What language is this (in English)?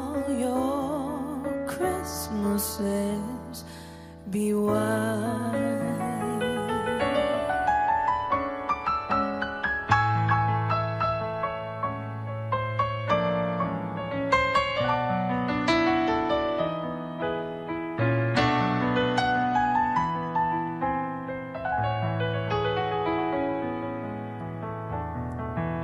English